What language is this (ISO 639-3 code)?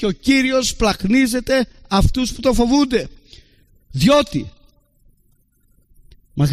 ell